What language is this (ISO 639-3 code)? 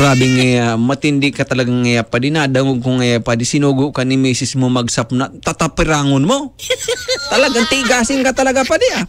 bik